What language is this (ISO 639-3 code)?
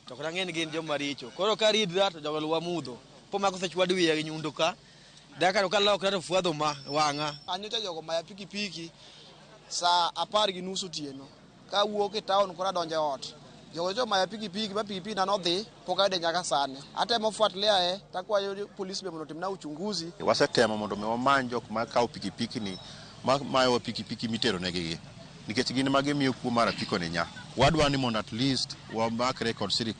luo